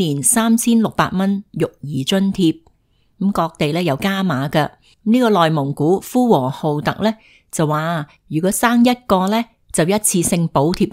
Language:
Cantonese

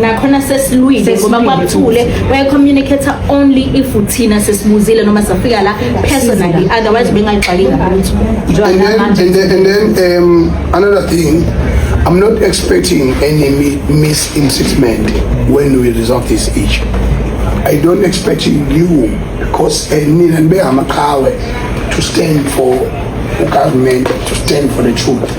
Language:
Zulu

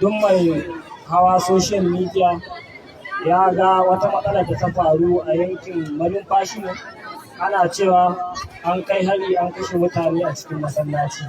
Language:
Hausa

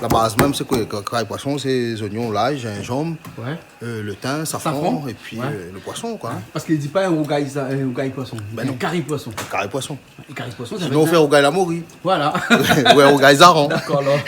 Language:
Réunion Creole French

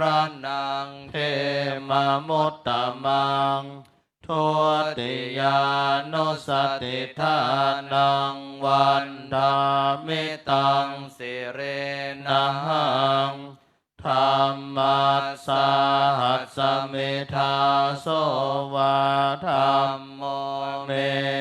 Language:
Pali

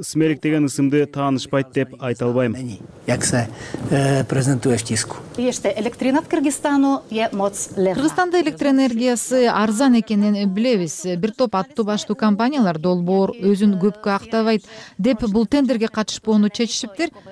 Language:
Kyrgyz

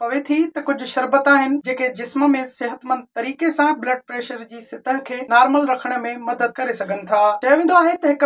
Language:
Sindhi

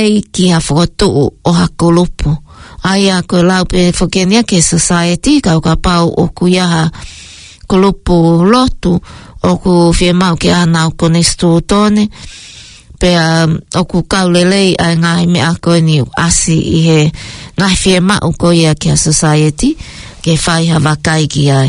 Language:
Tongan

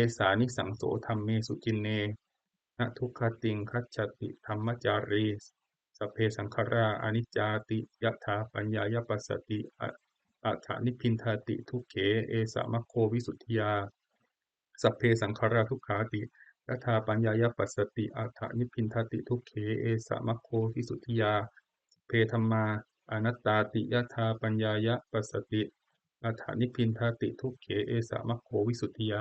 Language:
Pali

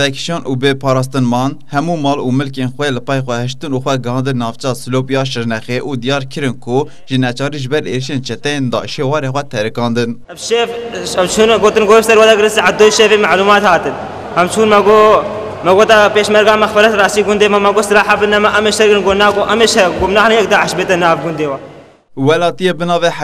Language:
Kurdish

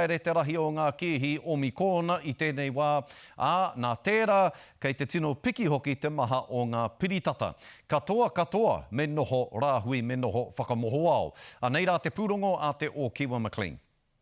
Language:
Māori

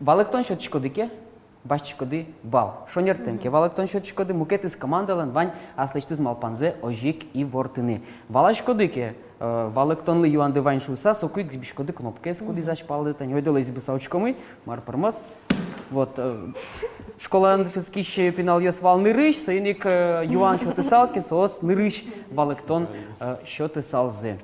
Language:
Udmurt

